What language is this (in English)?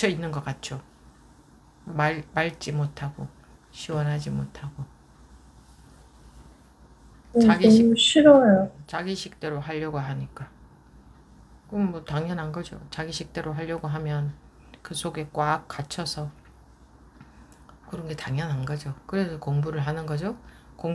Korean